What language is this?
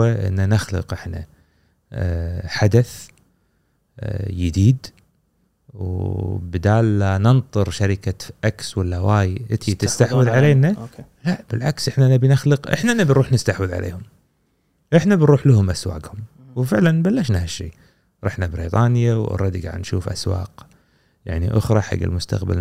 Gulf Arabic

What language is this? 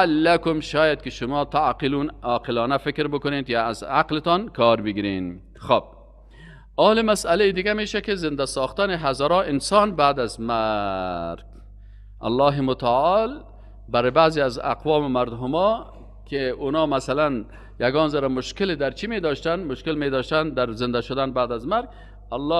Persian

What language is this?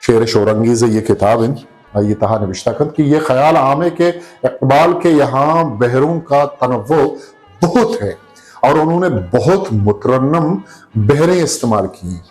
Eastern Balochi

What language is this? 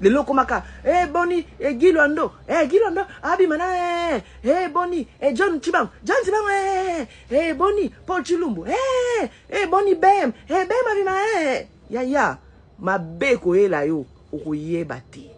Lingala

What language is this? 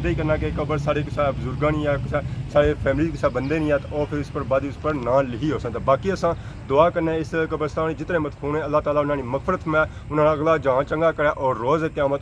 Pahari-Potwari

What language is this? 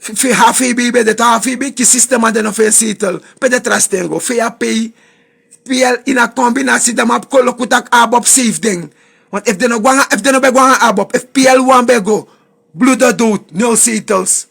Sranan Tongo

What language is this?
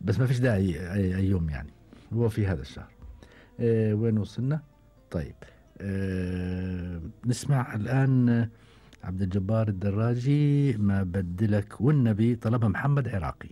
Gulf Arabic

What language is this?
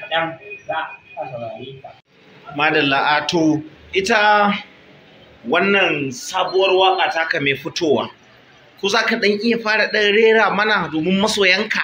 Hausa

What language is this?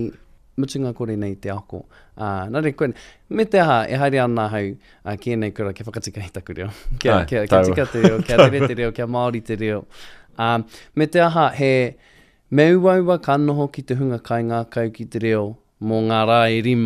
Māori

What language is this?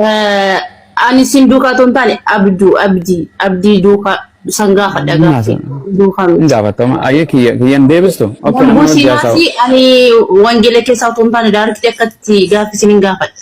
Oromo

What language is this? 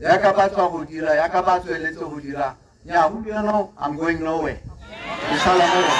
Tswana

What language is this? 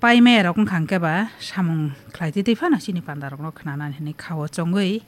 Kok Borok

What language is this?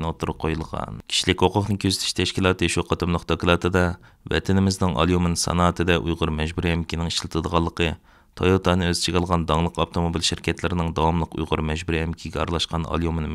Uyghur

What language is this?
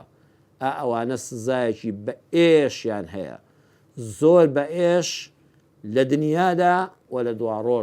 Central Kurdish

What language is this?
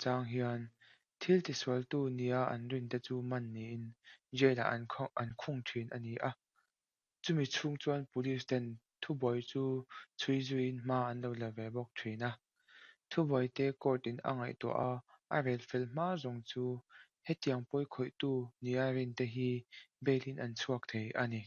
Mizo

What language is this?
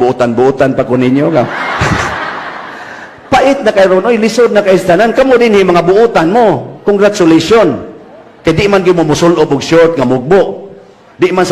Cebuano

